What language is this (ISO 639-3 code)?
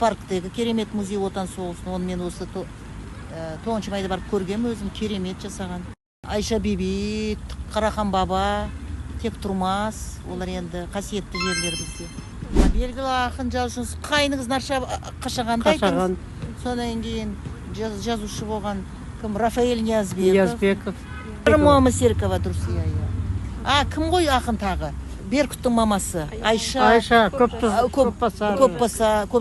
kaz